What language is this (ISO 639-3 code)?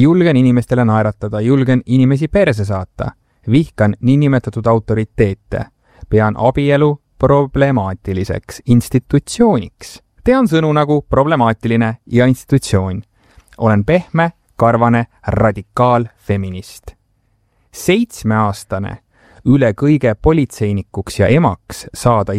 est